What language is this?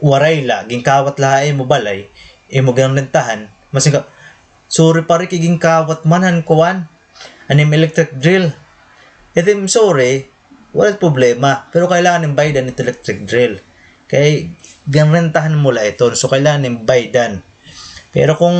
Waray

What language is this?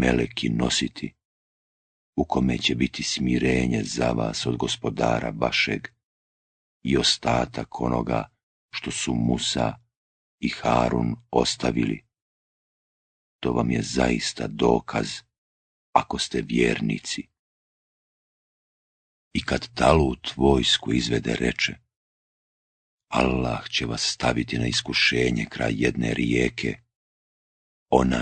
Bosnian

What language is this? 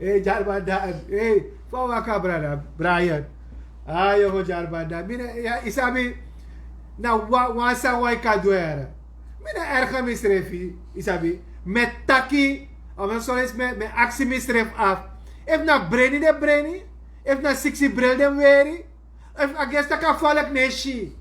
Sranan Tongo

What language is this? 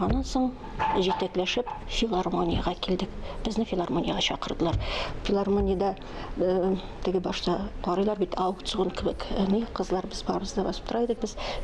Tatar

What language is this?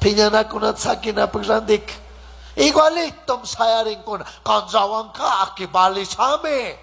Chimborazo Highland Quichua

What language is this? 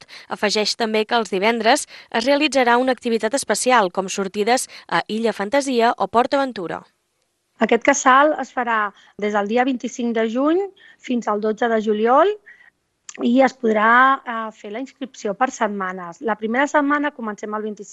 Catalan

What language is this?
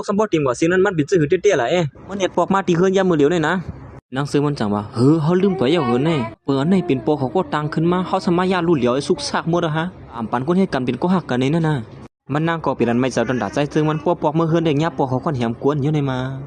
Shan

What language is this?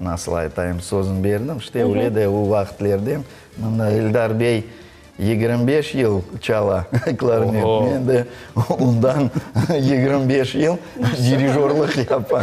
Crimean Tatar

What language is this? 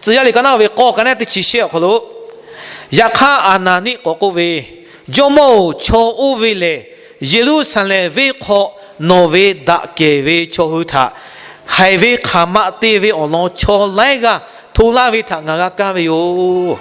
Lahu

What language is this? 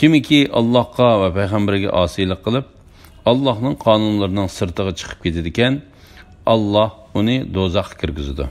Uyghur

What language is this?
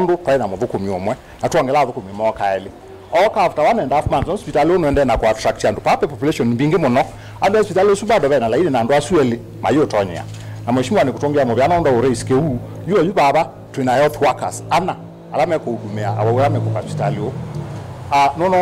Kamba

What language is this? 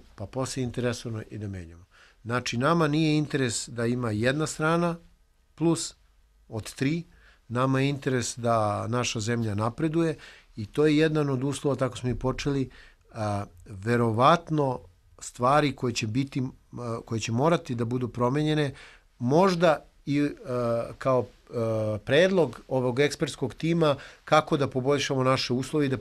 Serbian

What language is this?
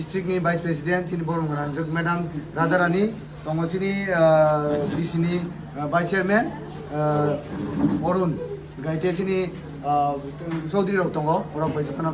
Kok Borok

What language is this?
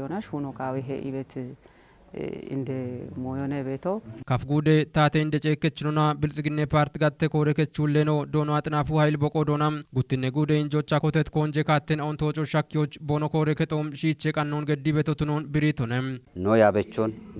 Kafa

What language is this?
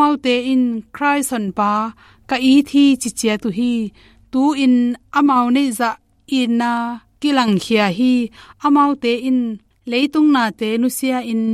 Tedim Chin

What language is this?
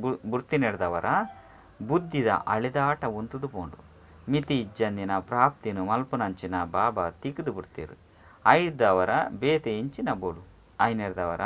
Tulu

